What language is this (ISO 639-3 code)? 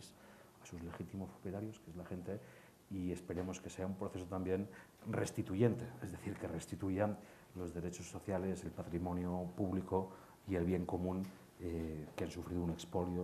spa